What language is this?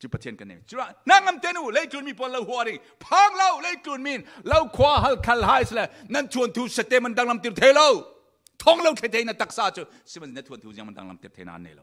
Falam Chin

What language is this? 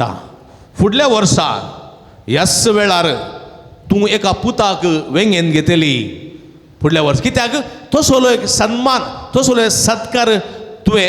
Konkani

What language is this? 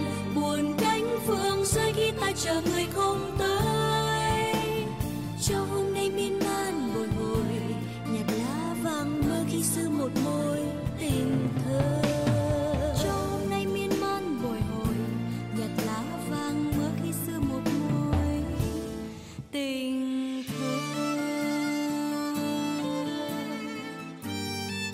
Vietnamese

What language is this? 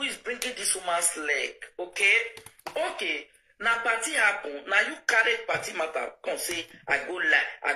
Nigerian Pidgin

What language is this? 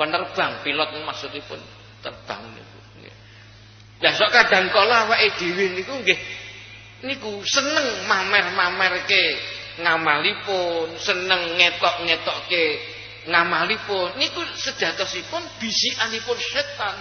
Javanese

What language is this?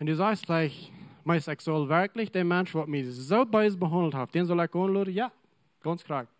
Plautdietsch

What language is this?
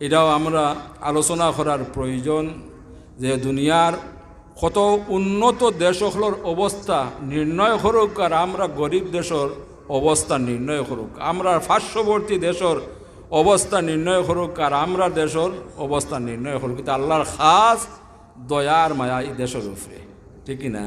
Sylheti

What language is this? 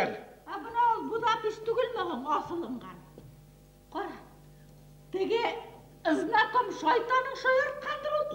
Bashkir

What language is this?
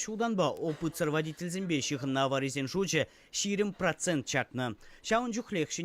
Chuvash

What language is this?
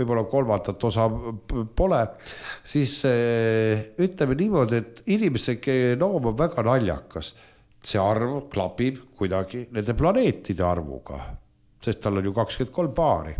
Estonian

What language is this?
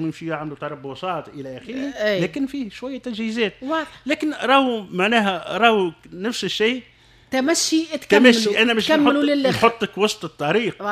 Tunisian Arabic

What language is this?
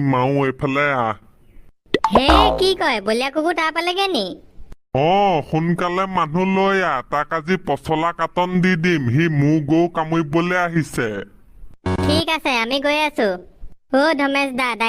Assamese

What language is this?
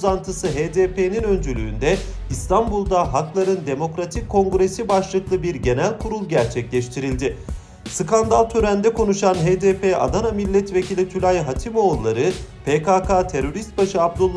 Turkish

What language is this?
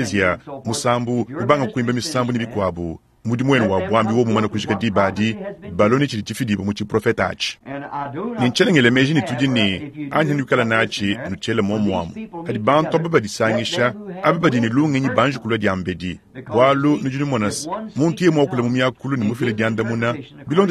Luba-Lulua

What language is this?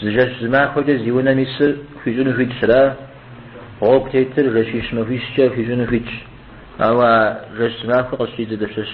Kabardian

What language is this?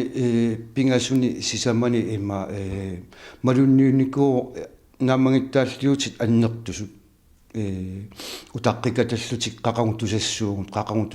Kalaallisut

